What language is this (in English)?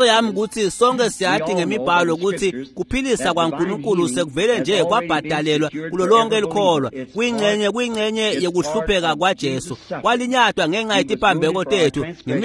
Swati